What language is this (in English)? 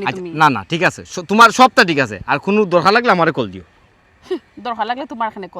Sylheti